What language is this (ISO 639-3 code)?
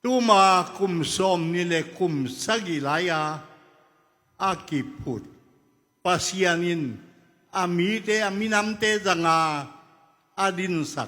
ctd